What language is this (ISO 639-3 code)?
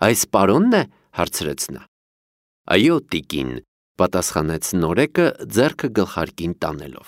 hye